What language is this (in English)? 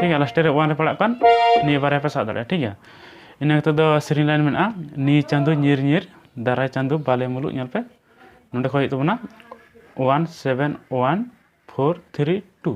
Santali